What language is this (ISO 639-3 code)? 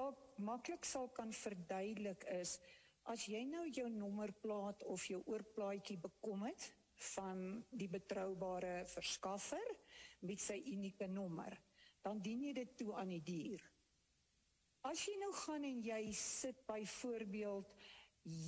afr